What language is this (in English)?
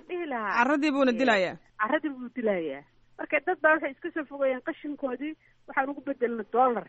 Somali